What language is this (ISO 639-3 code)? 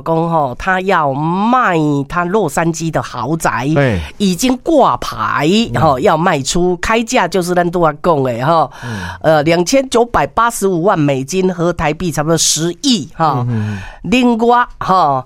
nan